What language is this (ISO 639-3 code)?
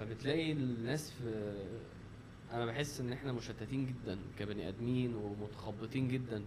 arz